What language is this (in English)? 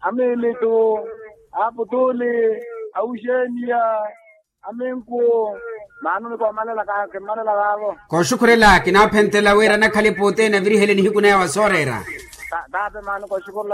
Makhuwa